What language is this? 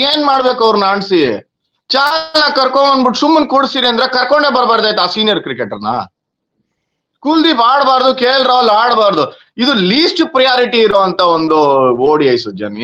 Kannada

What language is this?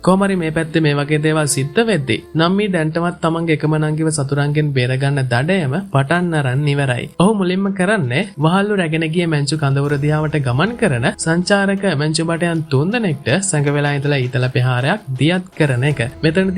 Sinhala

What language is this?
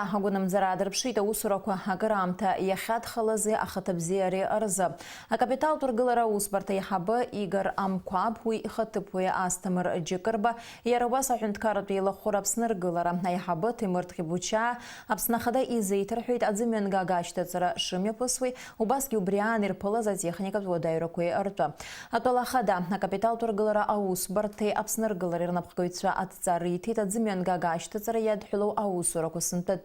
Abkhazian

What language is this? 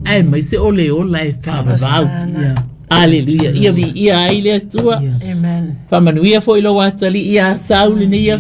Samoan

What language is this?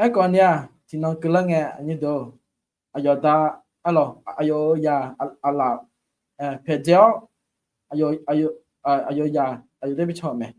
Akha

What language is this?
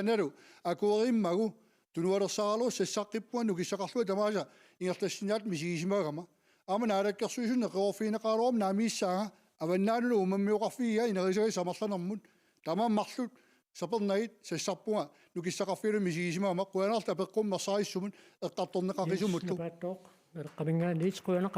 Kalaallisut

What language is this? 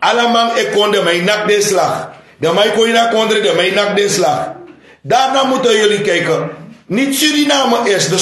Sranan Tongo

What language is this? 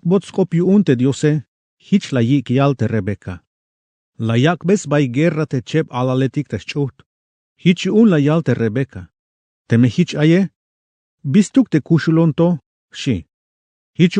Tzeltal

